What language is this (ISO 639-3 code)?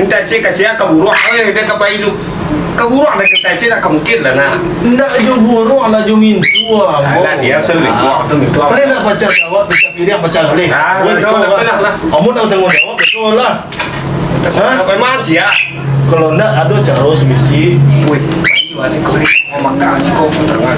min